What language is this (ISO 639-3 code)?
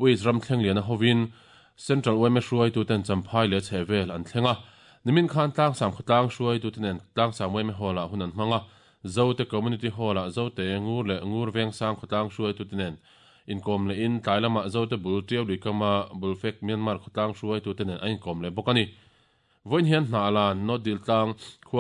lus